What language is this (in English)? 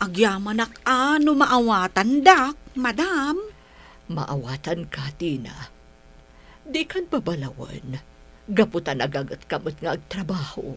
Iloko